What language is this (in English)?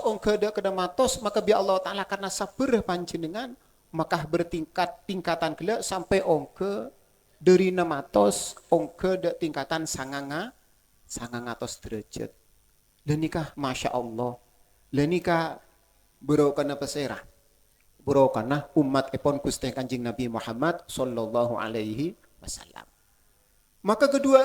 Madurese